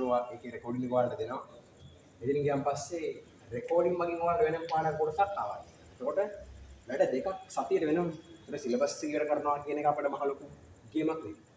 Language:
Sinhala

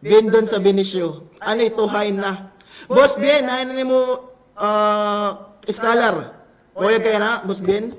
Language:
Waray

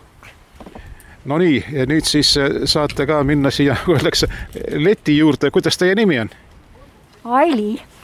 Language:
Estonian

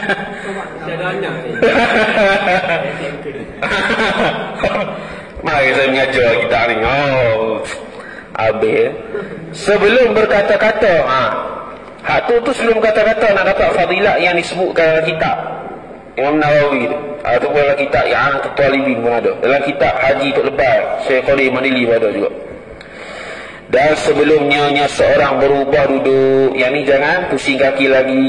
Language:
Malay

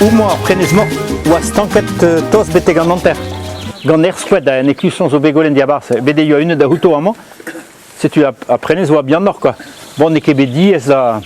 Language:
Breton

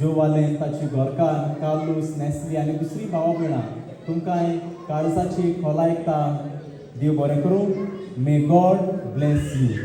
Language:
Konkani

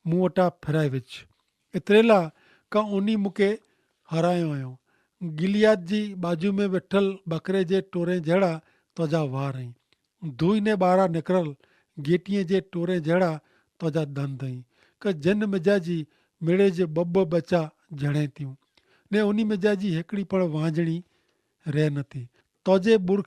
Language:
Kachhi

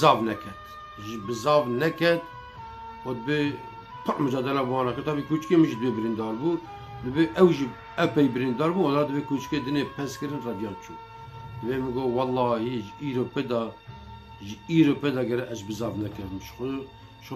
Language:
Kurdish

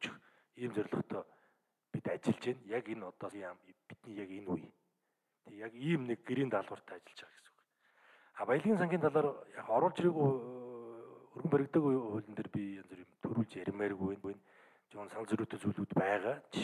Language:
Mongolian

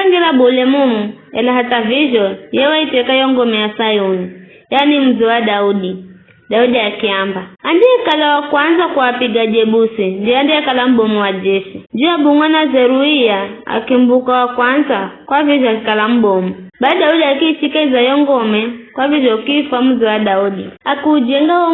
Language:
Giryama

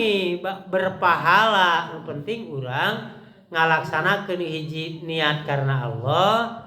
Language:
Sundanese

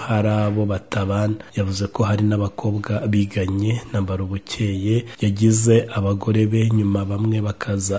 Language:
Kinyarwanda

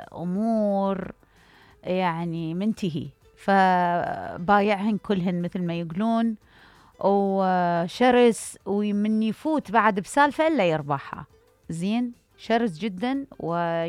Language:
Mesopotamian Arabic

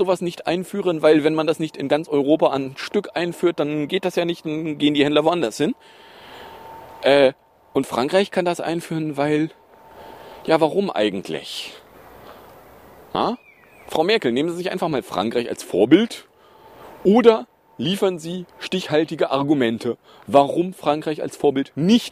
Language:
German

